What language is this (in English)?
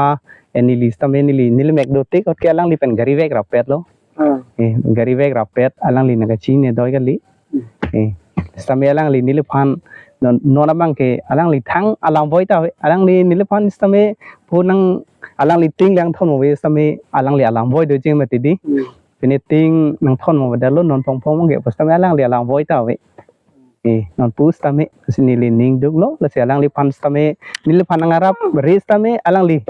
Karbi